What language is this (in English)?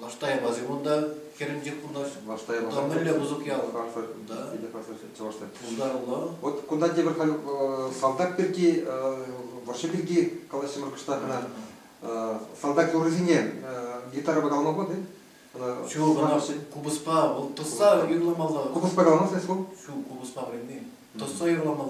Chuvash